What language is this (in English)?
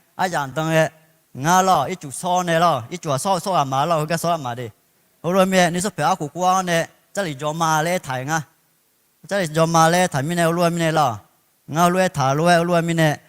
Akha